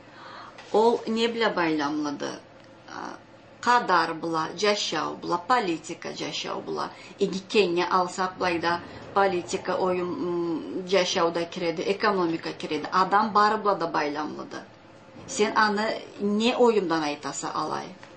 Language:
Karachay-Balkar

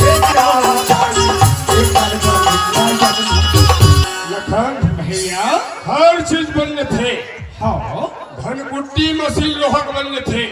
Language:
Chhattisgarhi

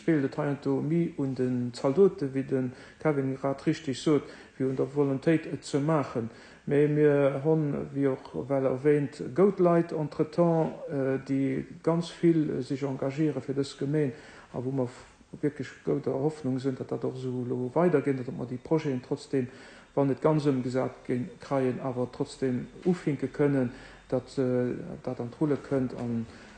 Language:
Luxembourgish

